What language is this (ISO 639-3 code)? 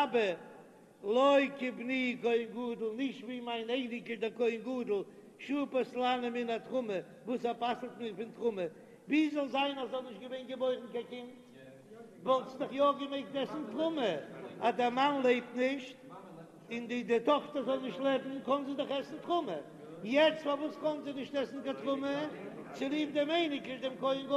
yid